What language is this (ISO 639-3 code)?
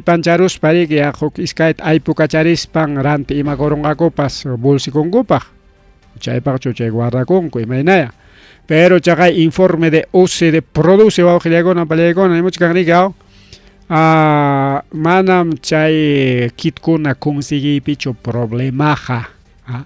quy